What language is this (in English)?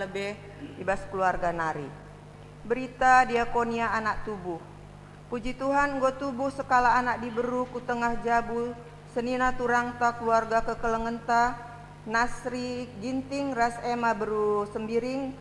Batak Karo